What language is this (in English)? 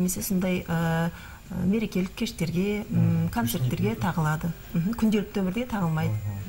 Kazakh